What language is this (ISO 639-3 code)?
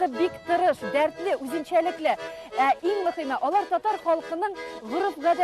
tat